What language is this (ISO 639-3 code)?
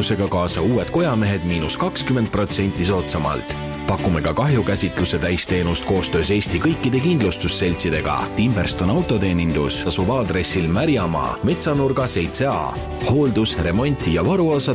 est